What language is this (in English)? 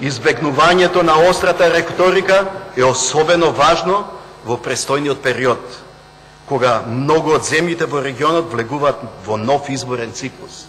Macedonian